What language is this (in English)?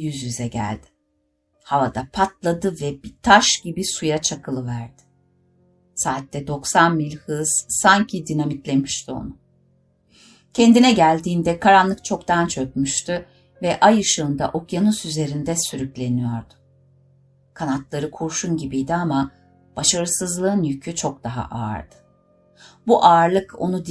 Turkish